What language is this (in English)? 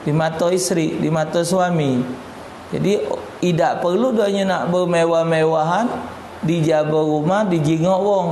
Musi